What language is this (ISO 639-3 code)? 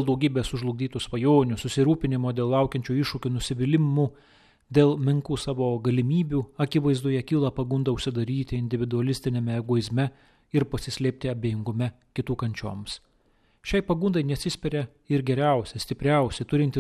lit